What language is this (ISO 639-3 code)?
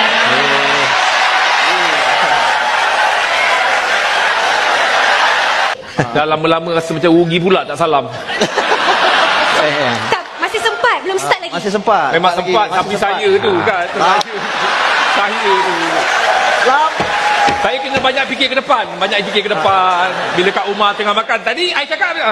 msa